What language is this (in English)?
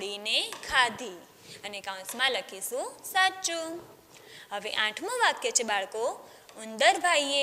Gujarati